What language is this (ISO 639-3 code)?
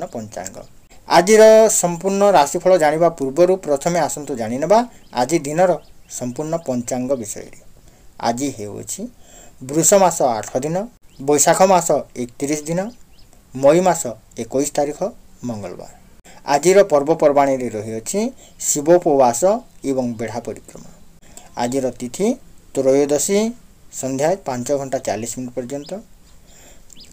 ori